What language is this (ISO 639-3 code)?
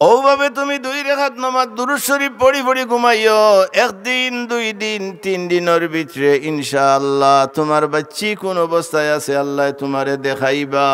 syl